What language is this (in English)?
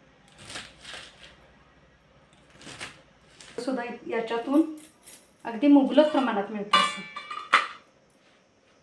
Marathi